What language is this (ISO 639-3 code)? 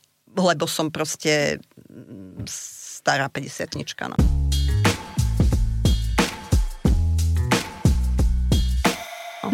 slk